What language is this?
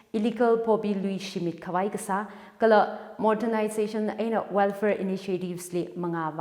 Tangkhul Naga (India)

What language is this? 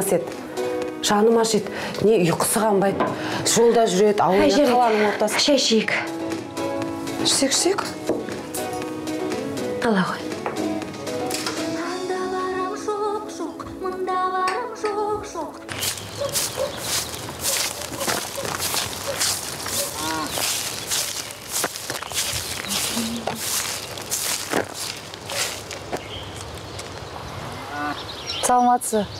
Kazakh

